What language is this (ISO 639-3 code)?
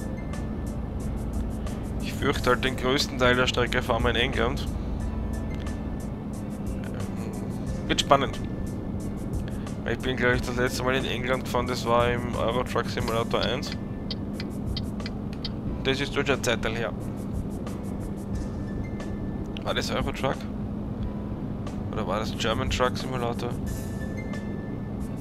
deu